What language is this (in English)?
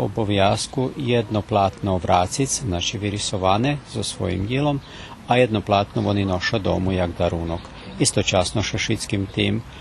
Rusyn